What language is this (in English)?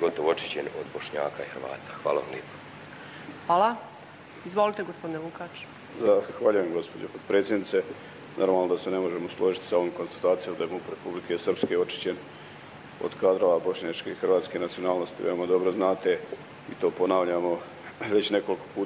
Bosnian